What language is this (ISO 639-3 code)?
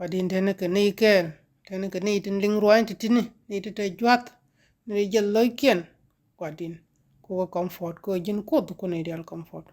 nus